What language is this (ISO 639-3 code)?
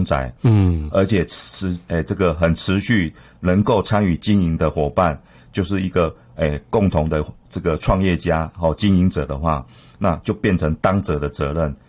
zho